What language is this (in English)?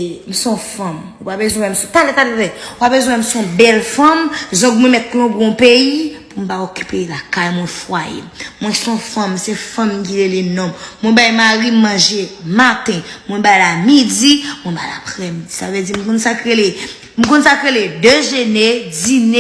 Haitian Creole